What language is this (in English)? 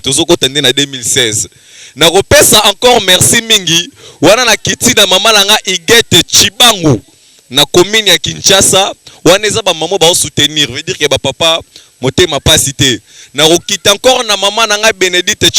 Lingala